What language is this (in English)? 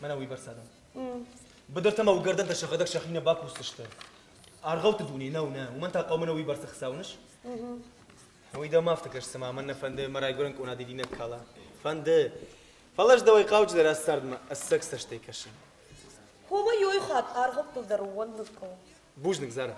Ossetic